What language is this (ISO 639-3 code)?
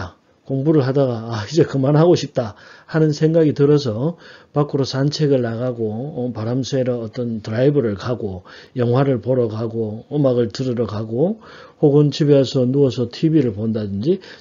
kor